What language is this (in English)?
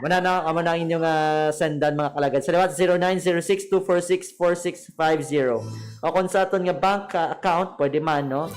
Hiligaynon